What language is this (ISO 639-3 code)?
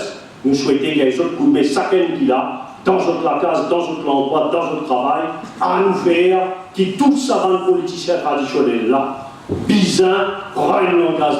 mfe